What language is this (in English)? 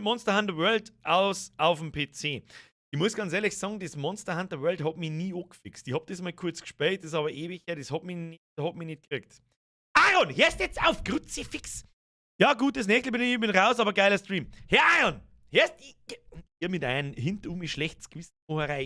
Bavarian